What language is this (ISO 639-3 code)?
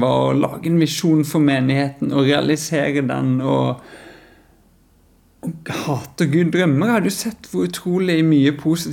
nor